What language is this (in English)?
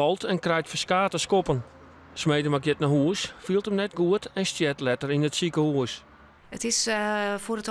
Western Frisian